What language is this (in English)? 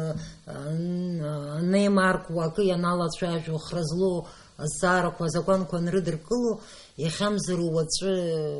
Abkhazian